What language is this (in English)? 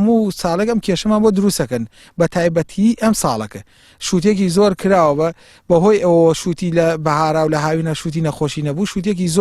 Central Kurdish